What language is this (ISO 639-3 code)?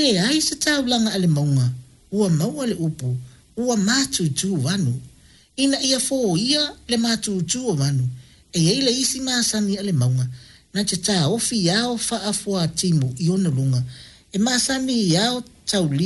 smo